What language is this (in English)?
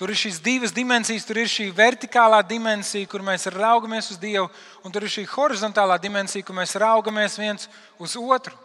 Latvian